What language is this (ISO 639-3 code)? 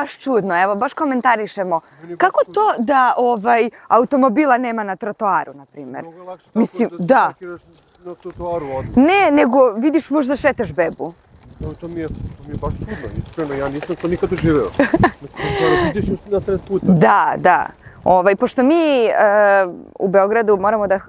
srp